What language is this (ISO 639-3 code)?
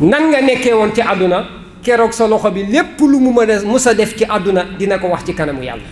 wol